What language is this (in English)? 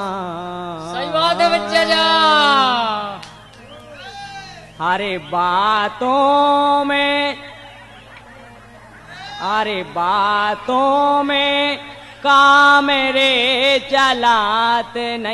Bundeli